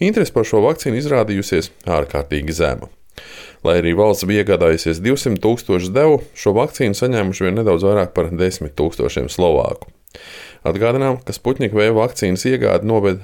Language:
Latvian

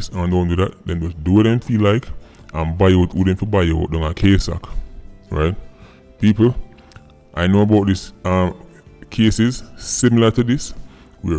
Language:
Jamaican Creole English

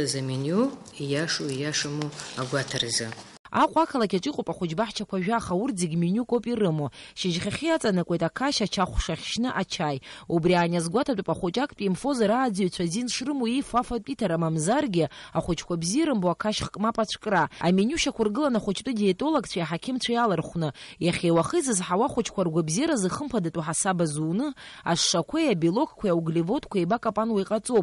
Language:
Abkhazian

